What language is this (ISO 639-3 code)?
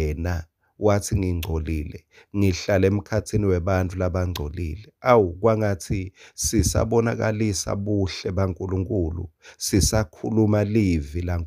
ssw